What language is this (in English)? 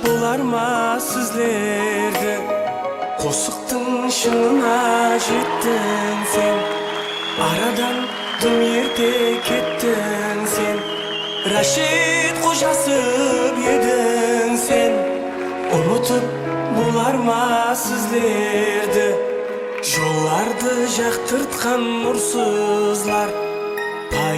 Kara-Kalpak